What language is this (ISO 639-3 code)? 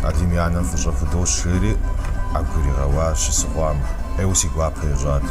kbd